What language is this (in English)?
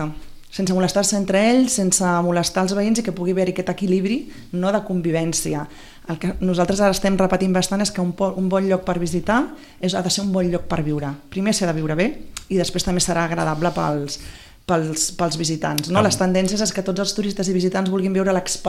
Catalan